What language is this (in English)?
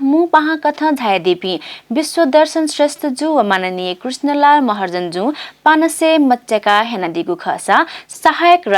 Newari